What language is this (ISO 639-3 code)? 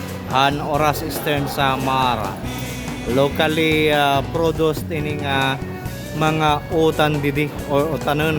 war